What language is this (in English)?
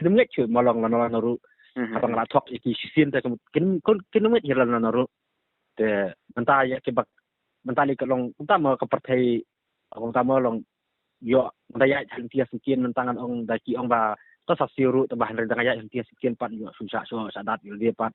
Khasi